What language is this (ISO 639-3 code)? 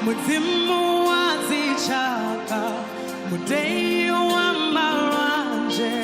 ven